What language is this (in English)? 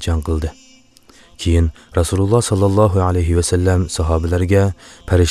Uyghur